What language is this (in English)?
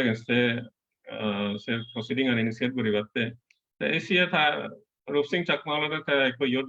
Chakma